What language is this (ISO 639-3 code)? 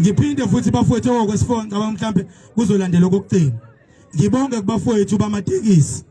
zul